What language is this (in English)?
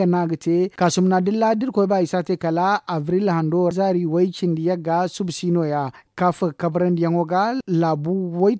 Zarma